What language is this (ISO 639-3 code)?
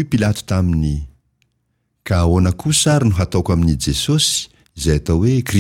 mlg